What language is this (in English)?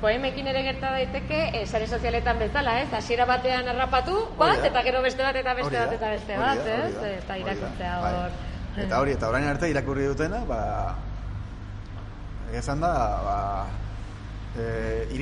Basque